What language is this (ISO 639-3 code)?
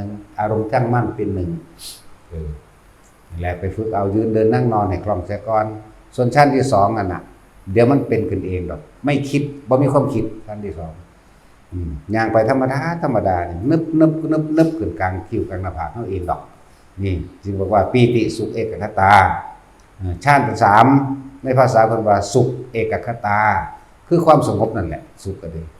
tts